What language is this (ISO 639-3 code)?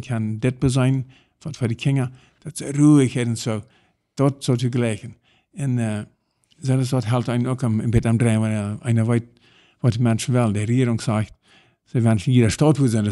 pdt